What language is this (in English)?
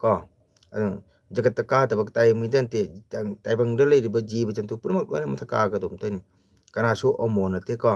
Manipuri